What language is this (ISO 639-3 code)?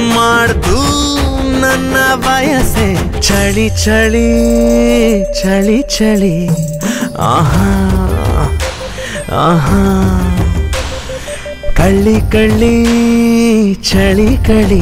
kan